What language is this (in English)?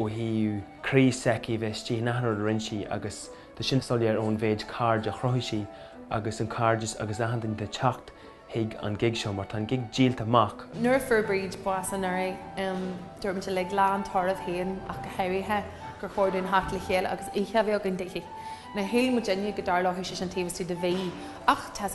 Irish